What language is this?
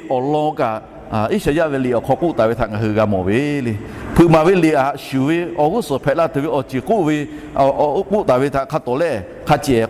Lahu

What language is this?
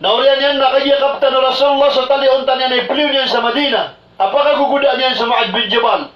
Maranao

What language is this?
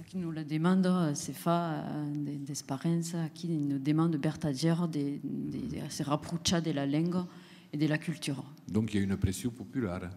Occitan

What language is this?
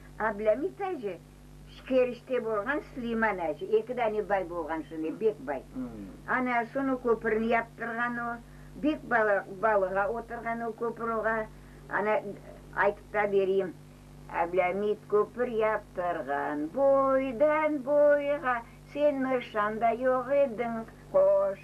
Crimean Tatar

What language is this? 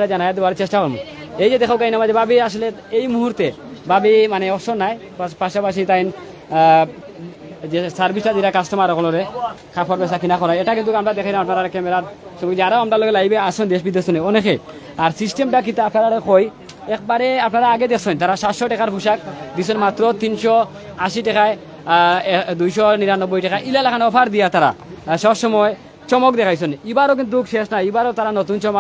Sylheti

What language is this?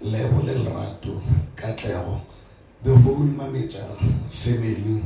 Northern Sotho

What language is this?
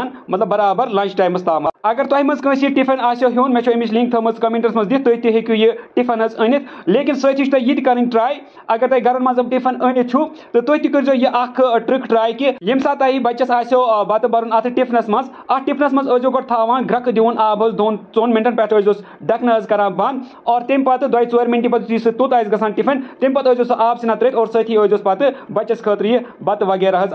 Kashmiri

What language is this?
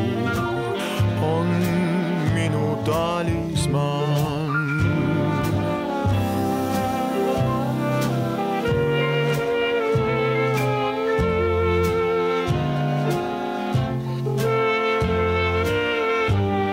Estonian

